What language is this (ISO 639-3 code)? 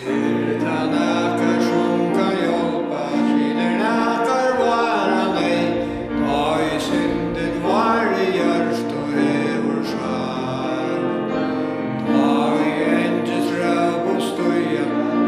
fao